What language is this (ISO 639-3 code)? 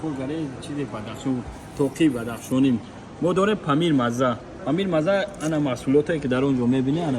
tgk